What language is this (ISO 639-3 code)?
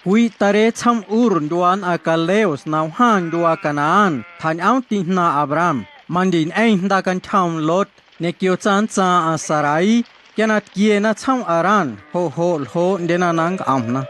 amu